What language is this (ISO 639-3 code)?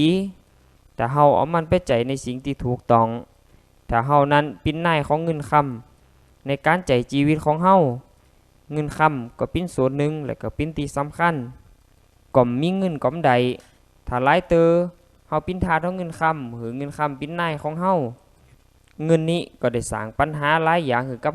lao